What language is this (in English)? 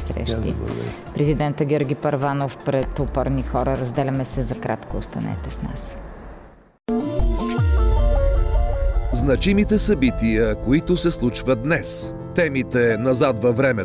Bulgarian